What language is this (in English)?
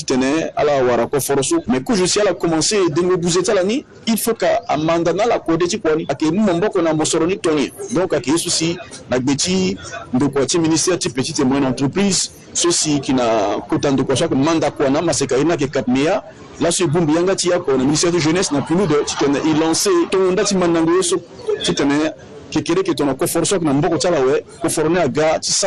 Sango